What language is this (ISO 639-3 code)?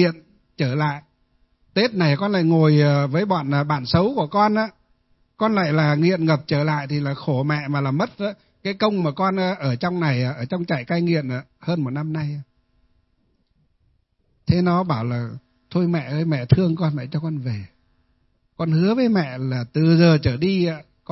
vie